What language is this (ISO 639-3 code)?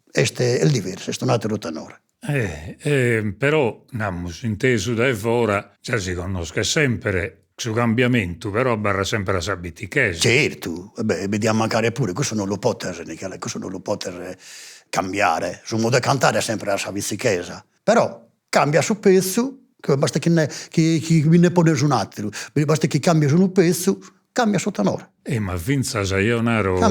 srd